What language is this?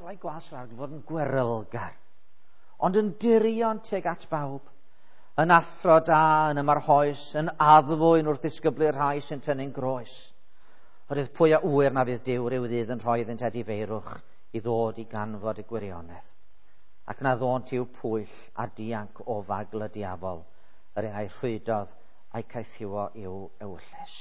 Welsh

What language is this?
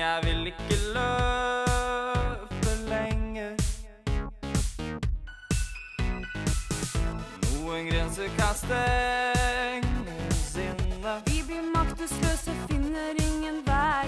Norwegian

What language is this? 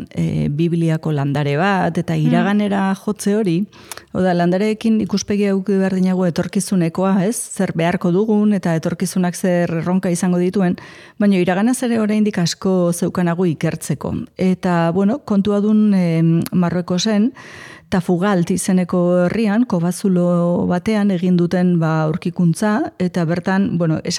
Basque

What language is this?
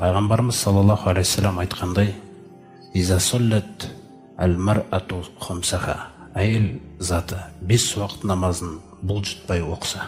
Kazakh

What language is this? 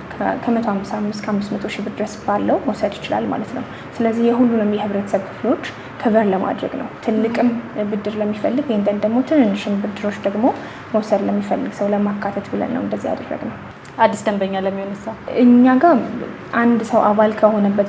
Amharic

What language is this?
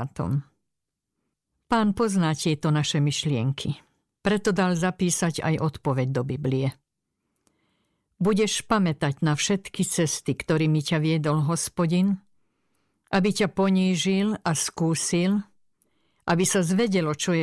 Slovak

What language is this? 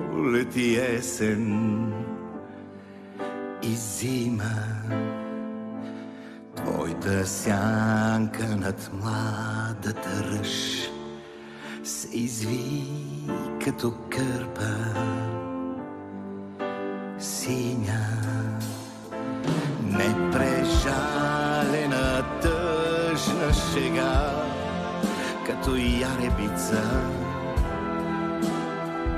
Bulgarian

